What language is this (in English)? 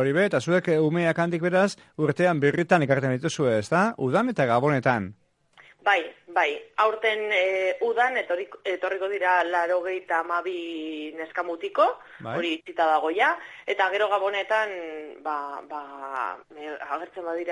Basque